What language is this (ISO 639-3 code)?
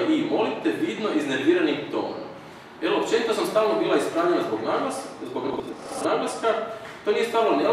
hrv